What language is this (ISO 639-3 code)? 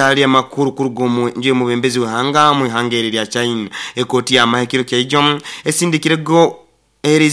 nyo